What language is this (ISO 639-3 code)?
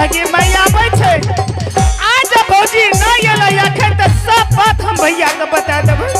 anp